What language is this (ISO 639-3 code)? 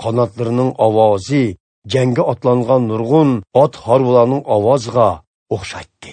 uig